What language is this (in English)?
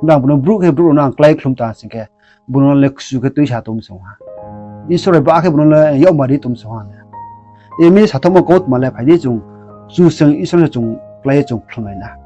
Riang (India)